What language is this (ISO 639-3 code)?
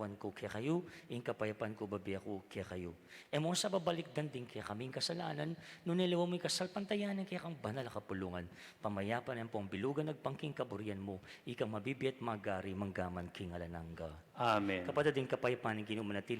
pam